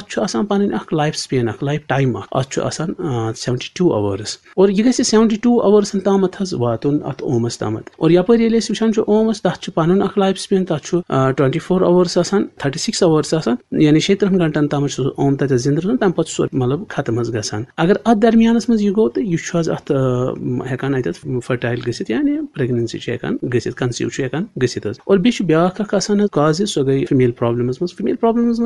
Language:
Kashmiri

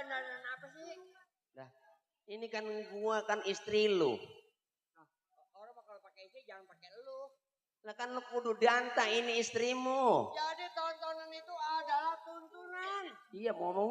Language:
Betawi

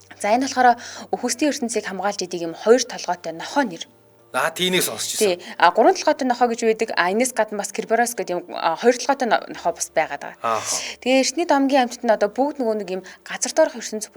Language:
Mongolian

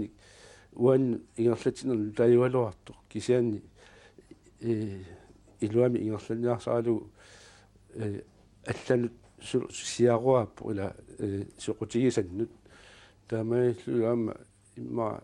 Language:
Kalaallisut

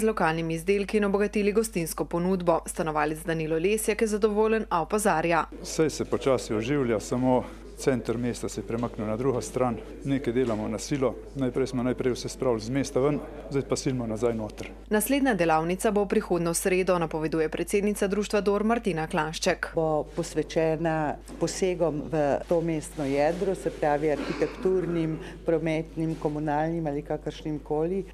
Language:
Slovenian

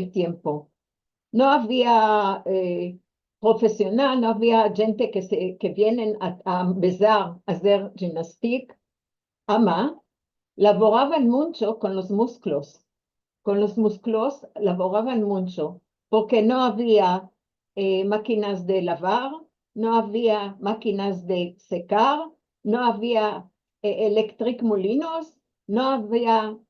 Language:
Ladino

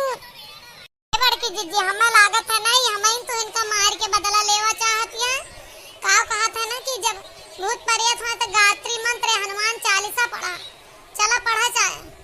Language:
Awadhi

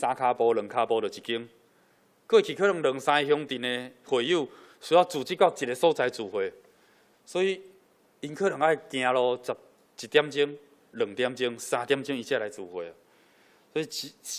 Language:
Min Nan Chinese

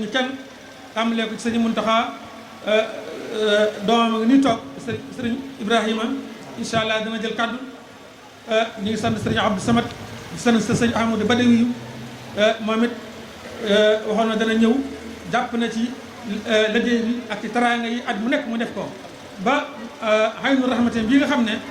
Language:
Wolof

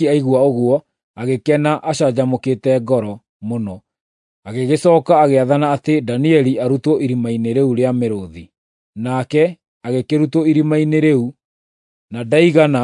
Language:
Kikuyu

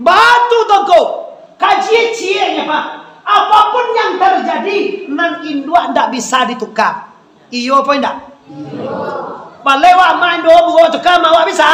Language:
Minangkabau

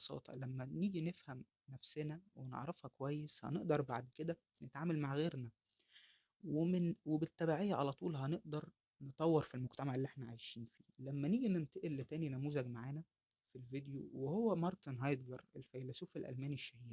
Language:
Egyptian Arabic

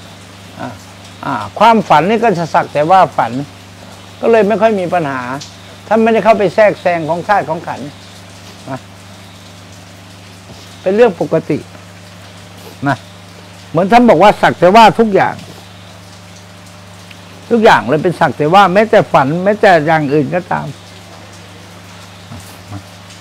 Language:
Thai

